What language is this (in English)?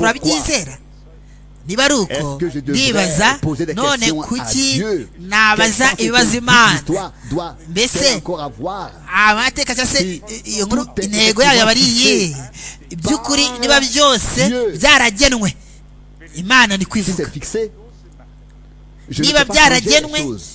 Kinyarwanda